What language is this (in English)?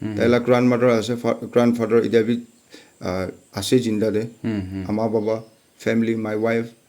Naga Pidgin